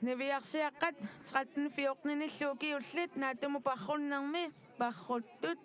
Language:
Kalaallisut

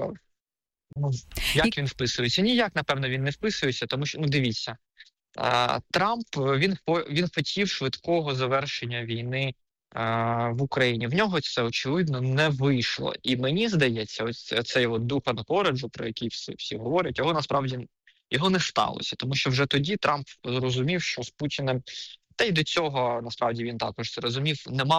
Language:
Ukrainian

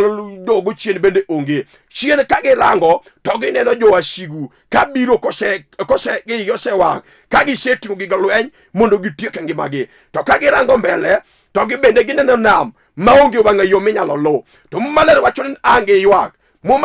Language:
Luo (Kenya and Tanzania)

